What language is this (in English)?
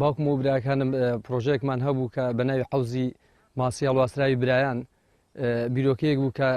Central Kurdish